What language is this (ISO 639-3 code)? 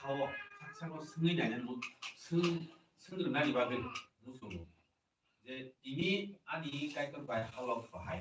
trp